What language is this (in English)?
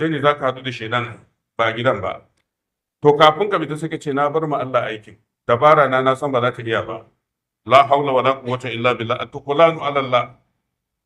Hausa